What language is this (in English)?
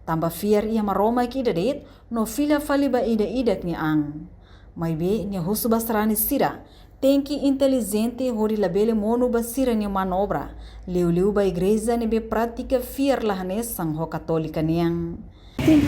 Tetum